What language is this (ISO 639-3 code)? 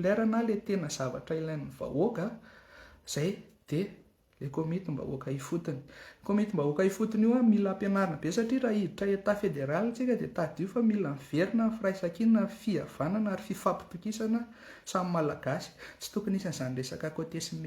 mlg